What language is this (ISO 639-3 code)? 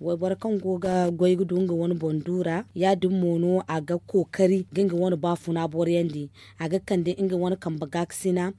dje